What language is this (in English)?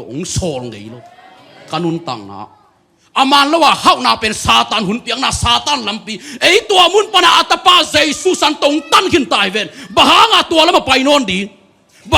Tedim Chin